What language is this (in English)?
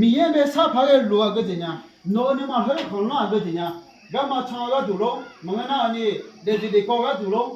Akha